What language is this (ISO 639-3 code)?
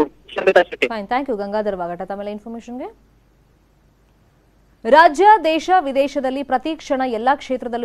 kan